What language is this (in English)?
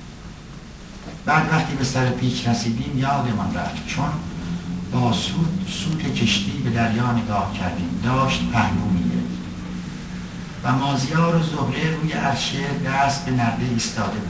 Persian